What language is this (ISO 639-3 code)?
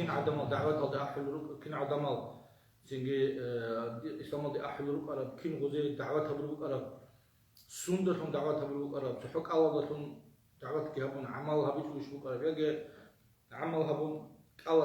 ava